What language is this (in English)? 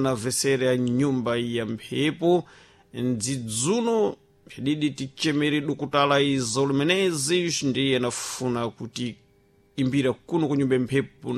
Sena